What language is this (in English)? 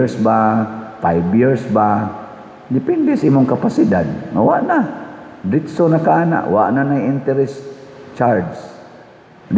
Cebuano